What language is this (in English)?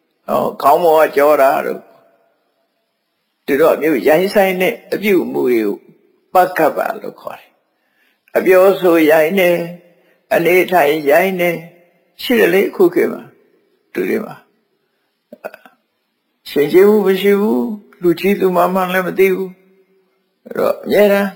Burmese